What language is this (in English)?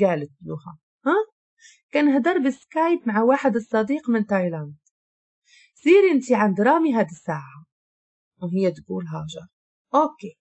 Moroccan Arabic